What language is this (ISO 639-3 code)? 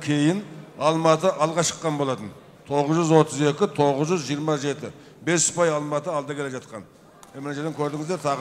kaz